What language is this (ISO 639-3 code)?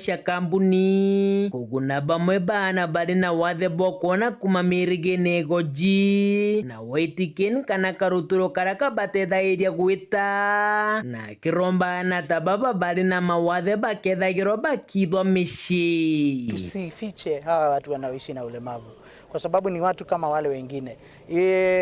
mer